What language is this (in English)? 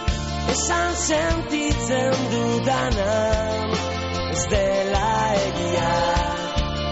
Basque